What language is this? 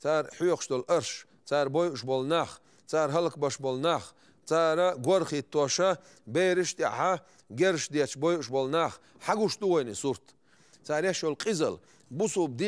Chechen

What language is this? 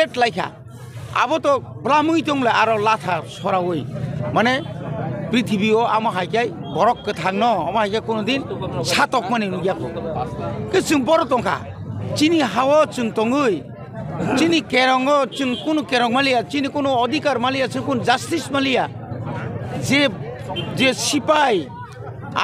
Kok Borok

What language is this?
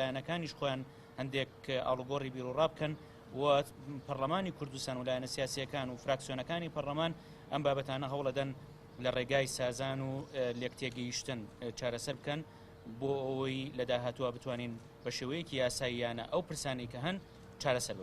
Central Kurdish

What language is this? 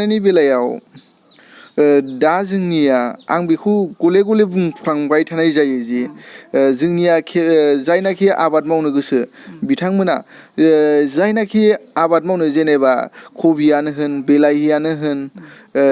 Bodo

